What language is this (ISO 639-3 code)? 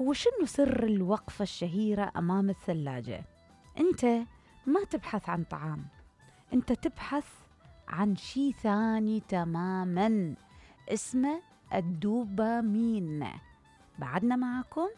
acm